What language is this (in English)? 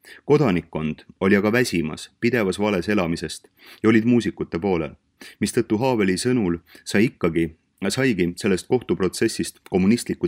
Estonian